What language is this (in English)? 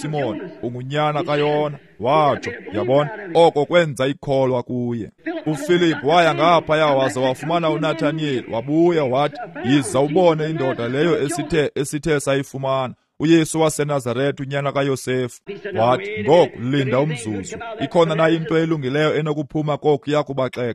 Xhosa